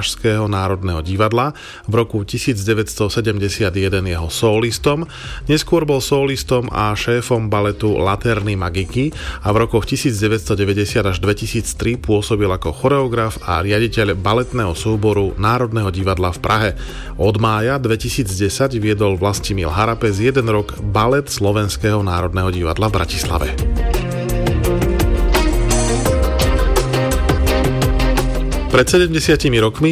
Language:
Slovak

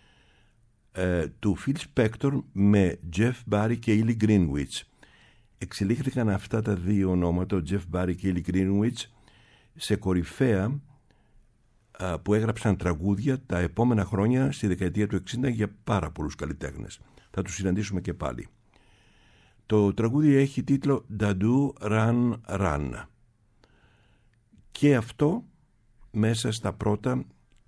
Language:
Greek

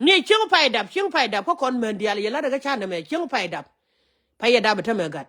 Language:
Nuer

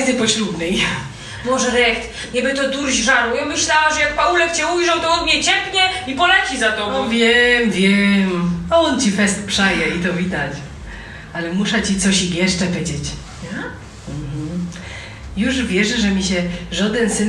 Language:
Silesian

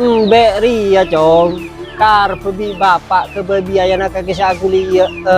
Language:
Madurese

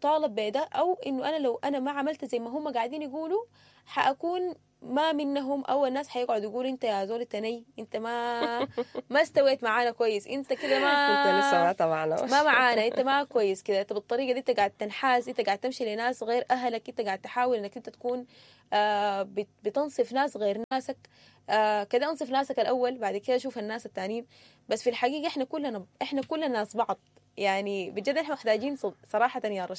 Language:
Sudanese Arabic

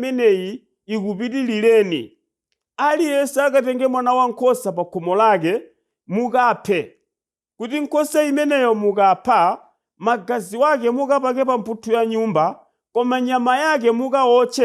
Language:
Nyanja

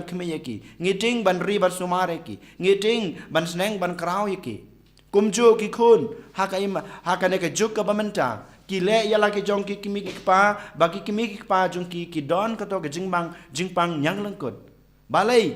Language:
Khasi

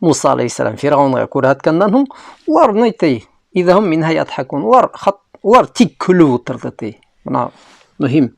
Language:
Bashkir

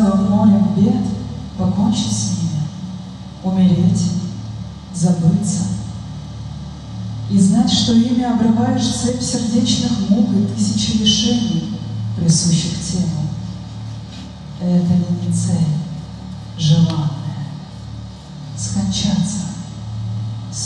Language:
Russian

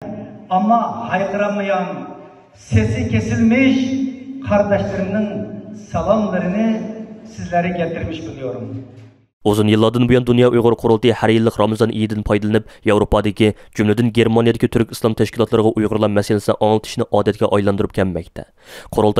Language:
Uyghur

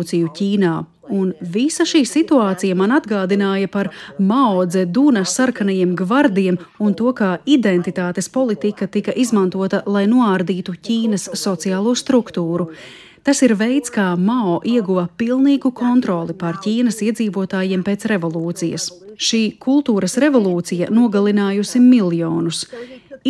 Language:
Latvian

